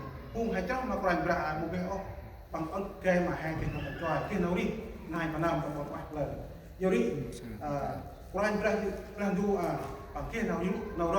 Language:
Central Mnong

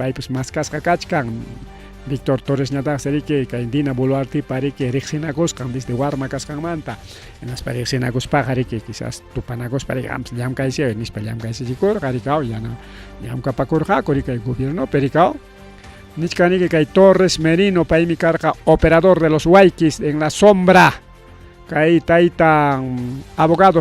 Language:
Ayacucho Quechua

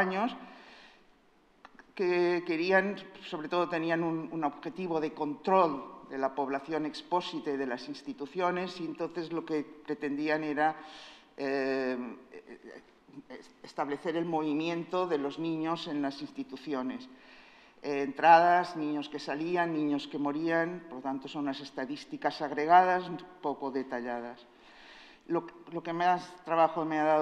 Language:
Spanish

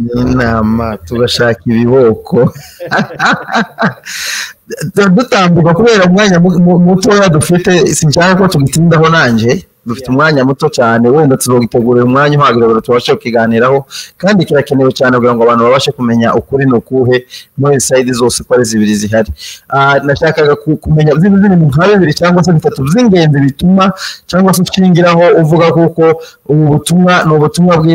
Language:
Kinyarwanda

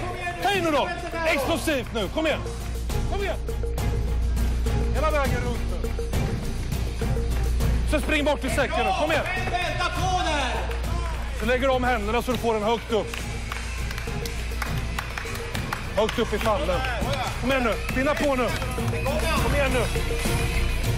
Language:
Swedish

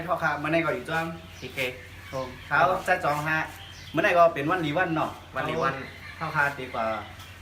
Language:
Shan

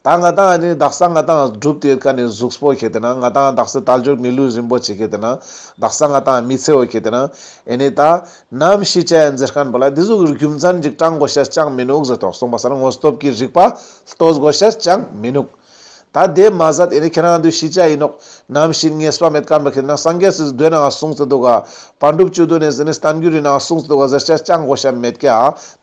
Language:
Ladakhi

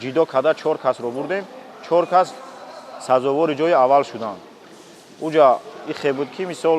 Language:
Tajik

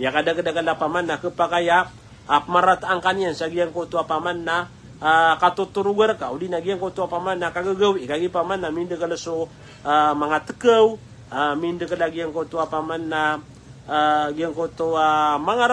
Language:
Maranao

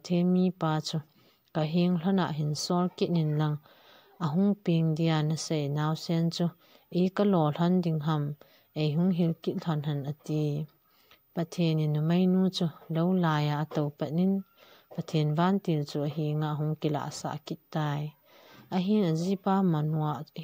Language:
Thado Chin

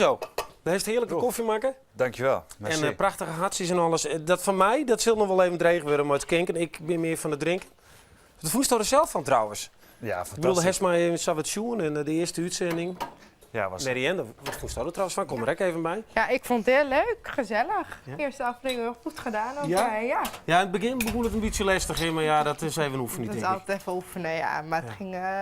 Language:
Western Frisian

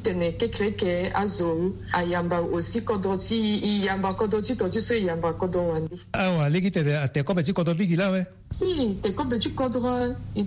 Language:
Sango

